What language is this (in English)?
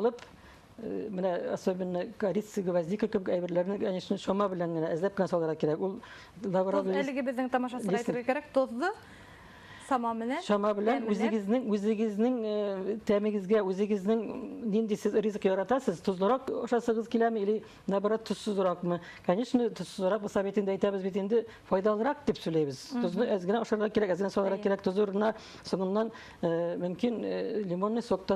Bashkir